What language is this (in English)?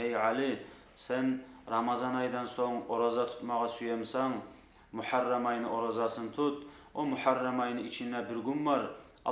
Kumyk